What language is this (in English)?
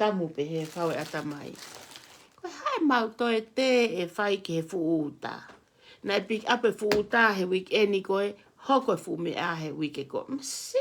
Tongan